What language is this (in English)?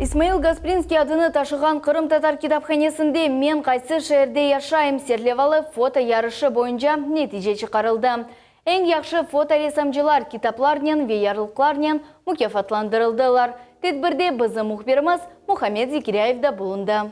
Crimean Tatar